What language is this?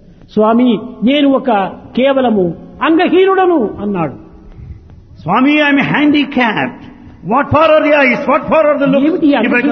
Telugu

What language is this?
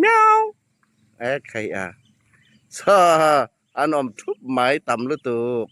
Hmar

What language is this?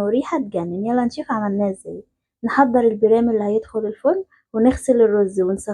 Egyptian Arabic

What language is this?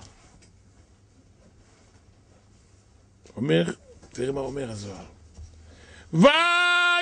Hebrew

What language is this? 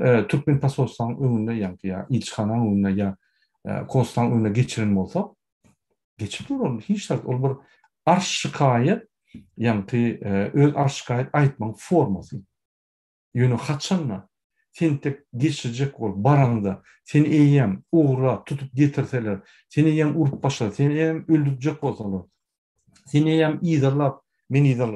Turkmen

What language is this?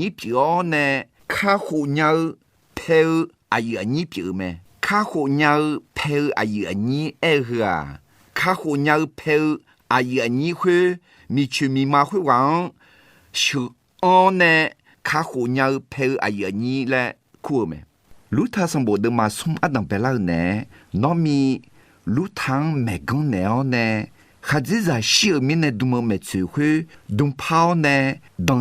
Akha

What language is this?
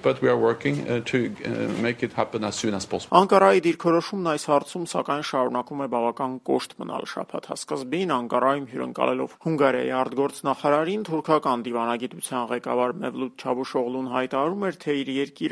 Armenian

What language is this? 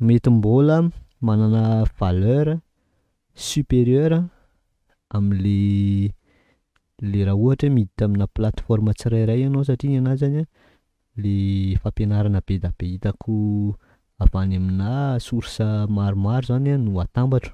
Malagasy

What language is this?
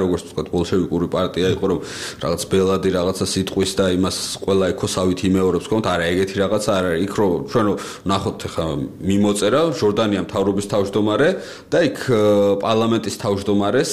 Georgian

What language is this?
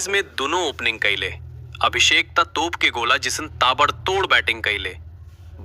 Bhojpuri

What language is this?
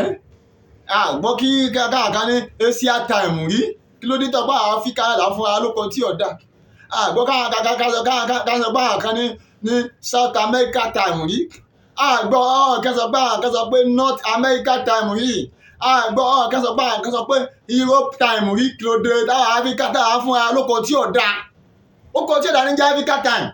Yoruba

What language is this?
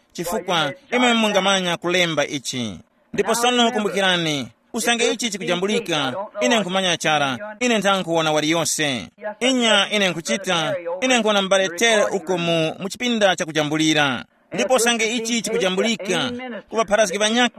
Tumbuka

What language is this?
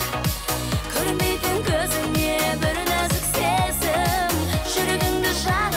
Kazakh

